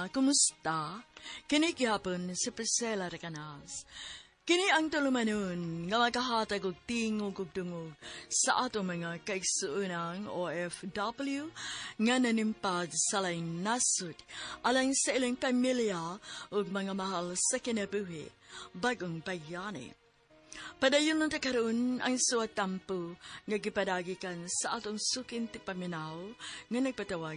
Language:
Cebuano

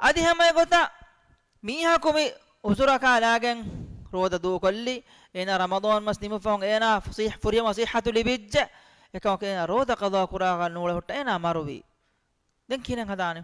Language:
Divehi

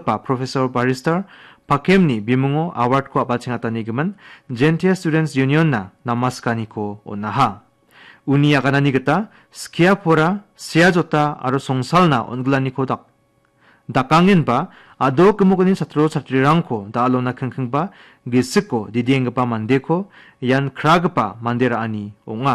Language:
Garo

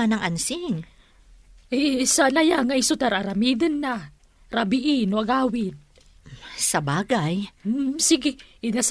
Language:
Iloko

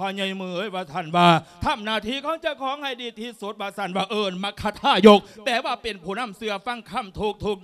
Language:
Lao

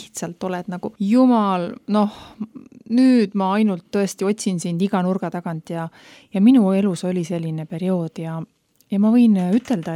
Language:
Estonian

